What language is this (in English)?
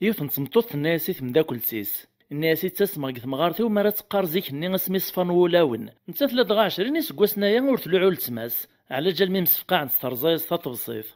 Kabyle